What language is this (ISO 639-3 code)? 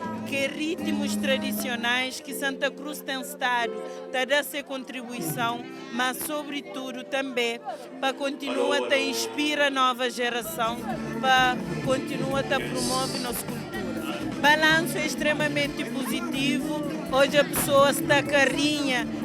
kea